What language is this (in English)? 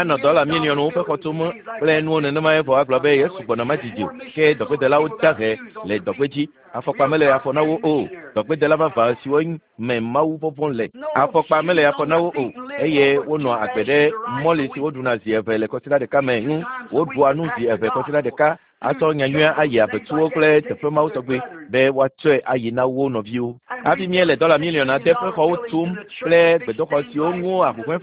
Ewe